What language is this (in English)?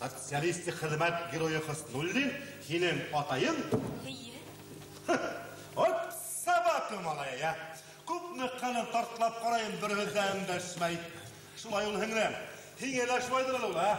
Bashkir